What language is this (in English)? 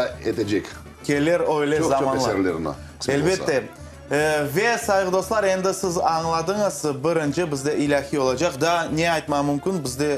Crimean Tatar